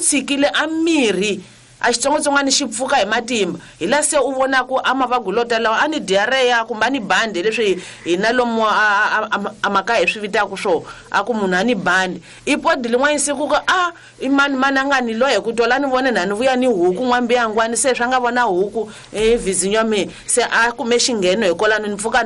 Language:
Tsonga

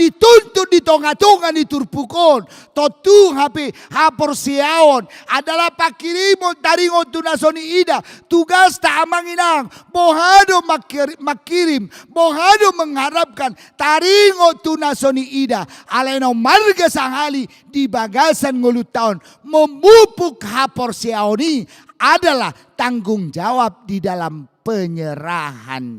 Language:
Batak Toba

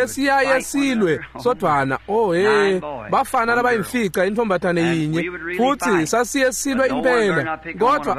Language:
Swati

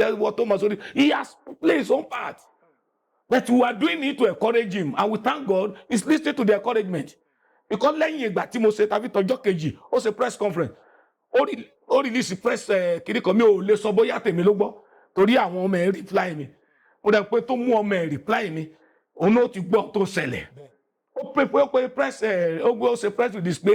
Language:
Yoruba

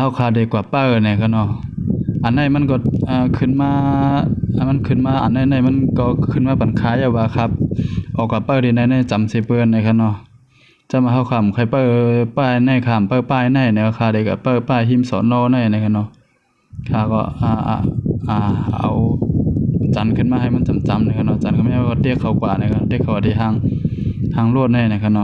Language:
Shan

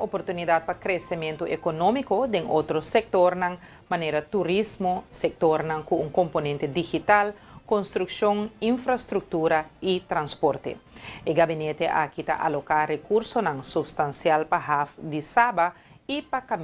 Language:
Papiamento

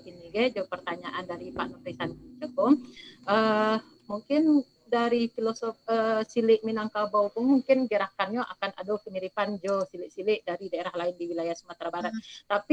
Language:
Minangkabau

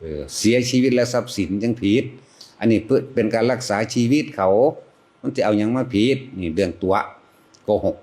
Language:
Lao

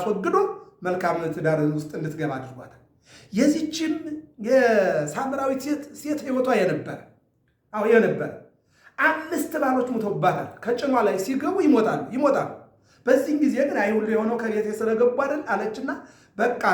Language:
Amharic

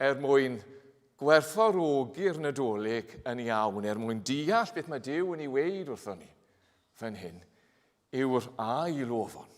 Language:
Welsh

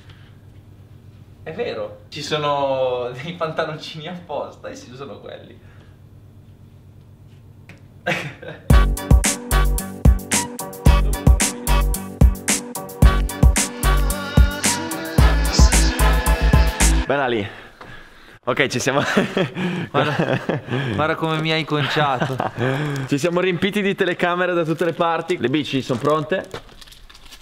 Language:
Italian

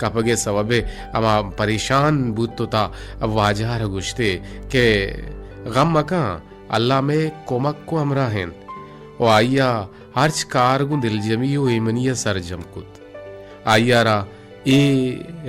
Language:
Baluchi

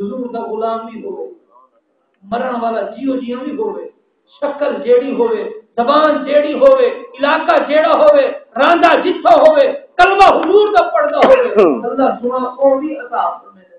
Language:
Saraiki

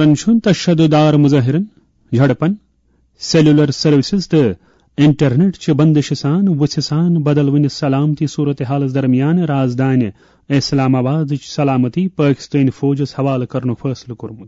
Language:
Kashmiri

